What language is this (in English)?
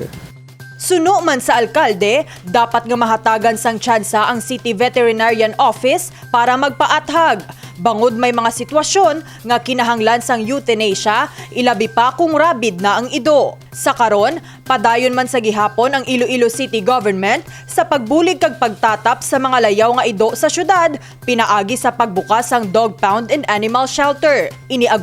Hiligaynon